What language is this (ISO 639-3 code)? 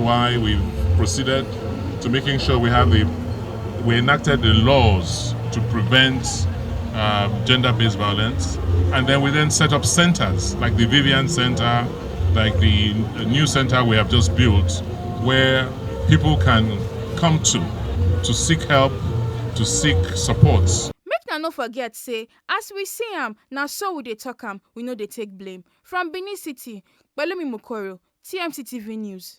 pcm